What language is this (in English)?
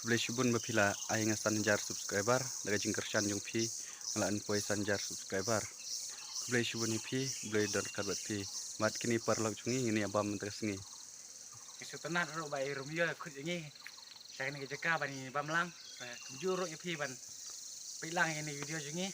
Khasi